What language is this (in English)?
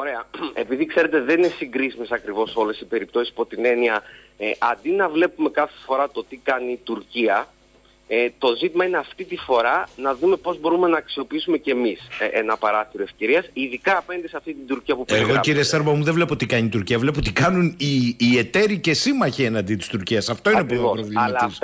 Greek